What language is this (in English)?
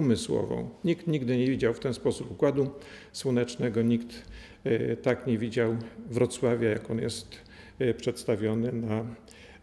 Polish